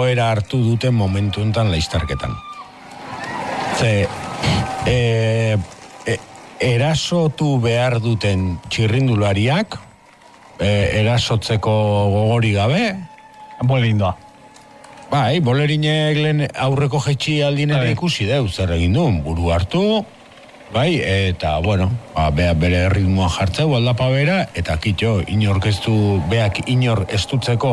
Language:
Basque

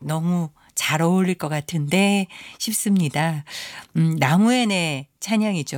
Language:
Korean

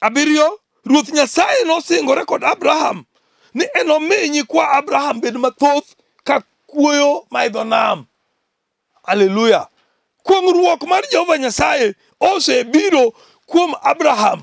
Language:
Luo (Kenya and Tanzania)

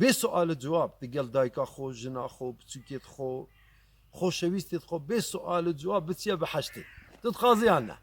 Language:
Kurdish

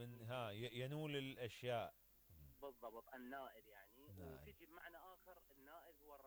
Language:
Mesopotamian Arabic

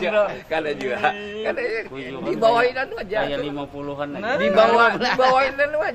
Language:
Banjar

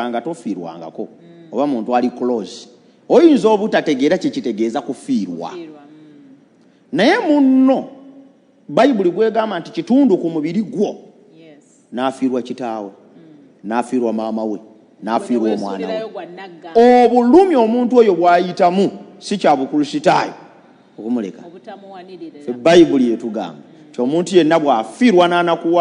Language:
Ganda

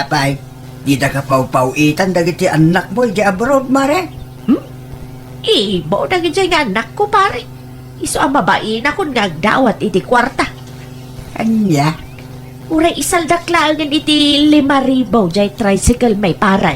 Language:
Iloko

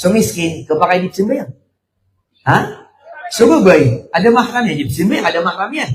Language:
Maranao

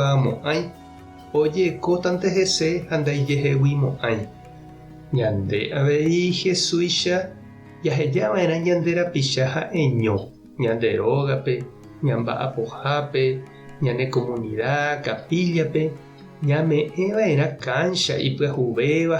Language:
Guarani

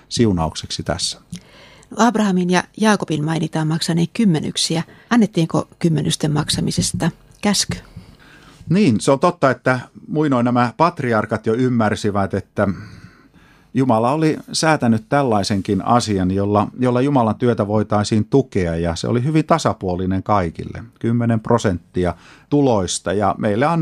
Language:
Finnish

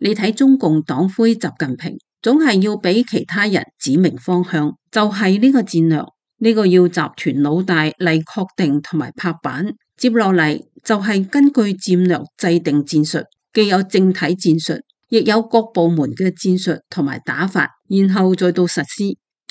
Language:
Cantonese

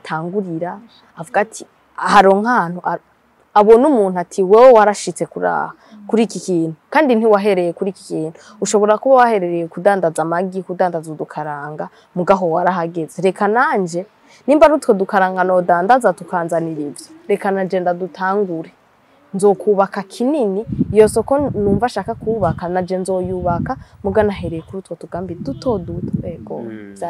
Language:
Rundi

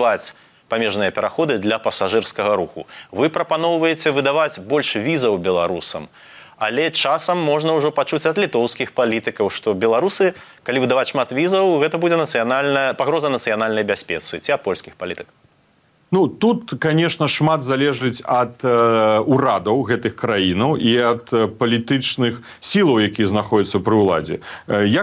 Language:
Belarusian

